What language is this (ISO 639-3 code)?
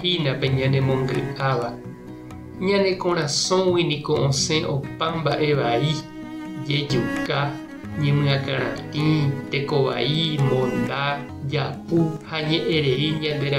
grn